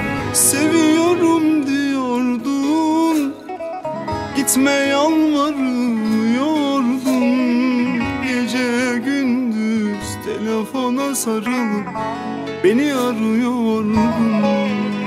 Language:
Turkish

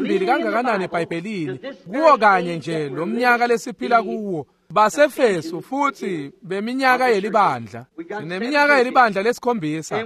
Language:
Swati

